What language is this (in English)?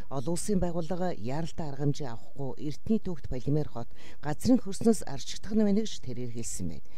Mongolian